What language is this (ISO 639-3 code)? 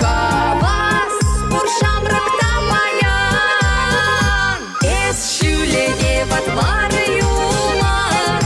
chv